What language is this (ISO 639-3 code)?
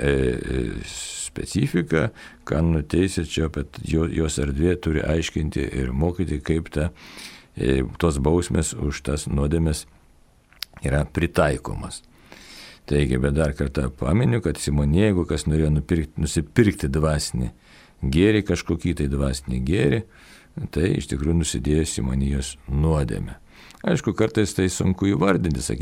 lit